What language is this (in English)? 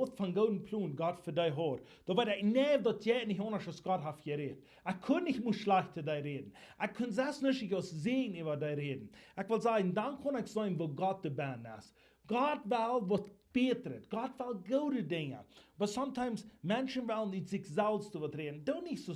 Plautdietsch